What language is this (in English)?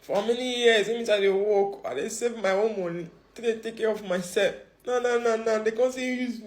Nigerian Pidgin